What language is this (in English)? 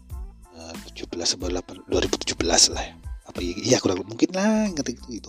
Indonesian